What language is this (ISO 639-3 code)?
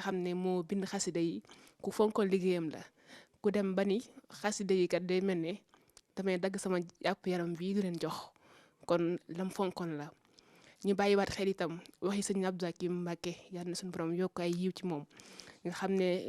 wol